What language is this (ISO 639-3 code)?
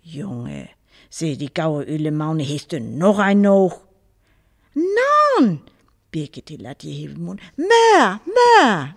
frr